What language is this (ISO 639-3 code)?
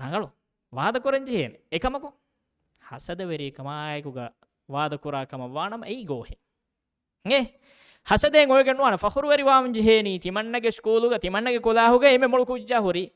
div